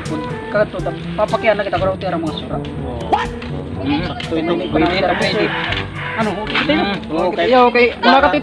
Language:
Waray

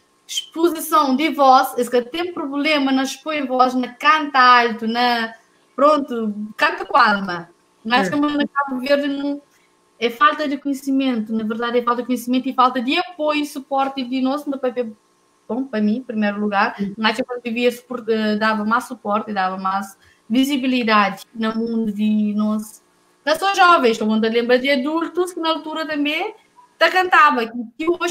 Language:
Kabuverdianu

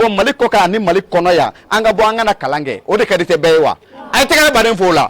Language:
Bambara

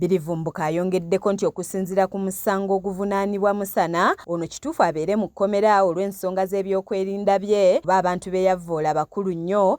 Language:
Ganda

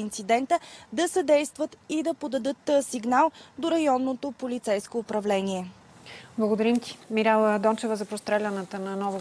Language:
Bulgarian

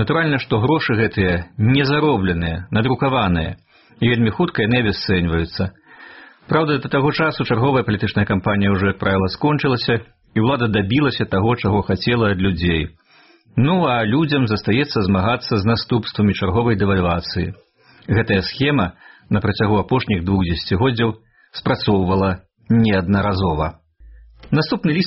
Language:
Belarusian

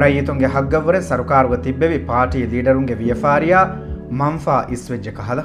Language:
Divehi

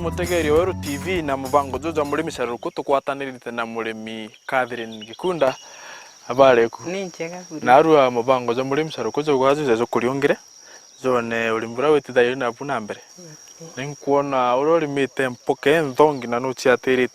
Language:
Meru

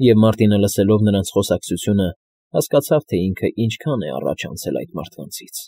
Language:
Armenian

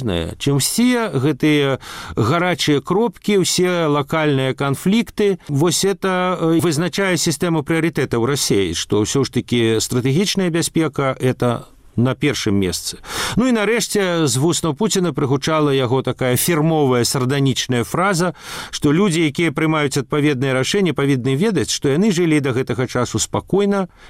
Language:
Belarusian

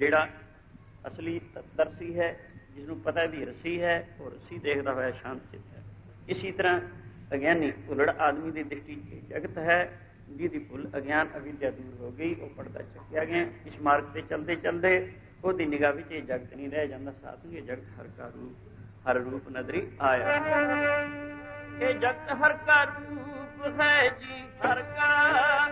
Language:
Punjabi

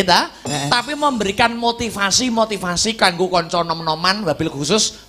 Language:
Javanese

